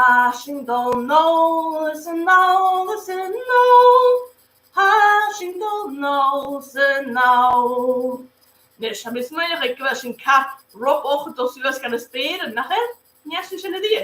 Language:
Scottish Gaelic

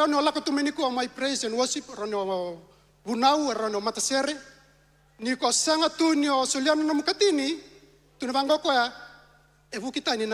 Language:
Fijian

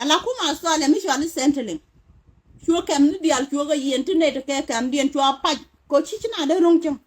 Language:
Nuer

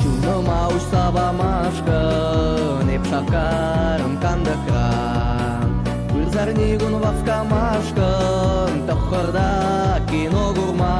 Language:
Chuvash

